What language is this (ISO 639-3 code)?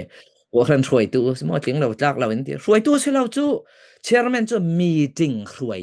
cfm